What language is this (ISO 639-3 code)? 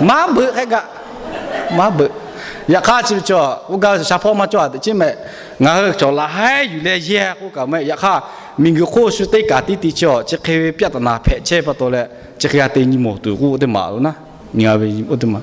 lhu